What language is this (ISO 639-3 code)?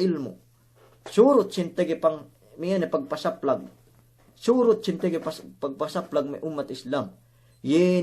yka